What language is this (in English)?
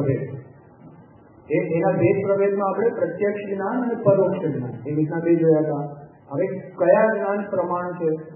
Gujarati